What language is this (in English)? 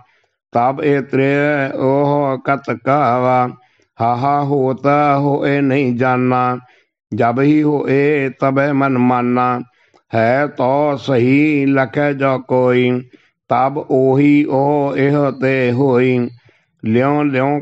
Punjabi